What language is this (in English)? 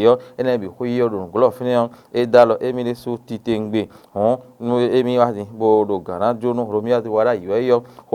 Fon